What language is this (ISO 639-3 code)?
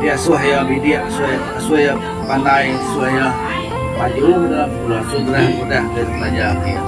iba